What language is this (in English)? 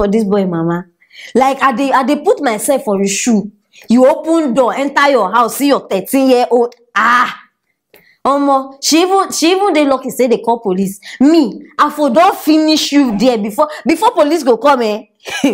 Nigerian Pidgin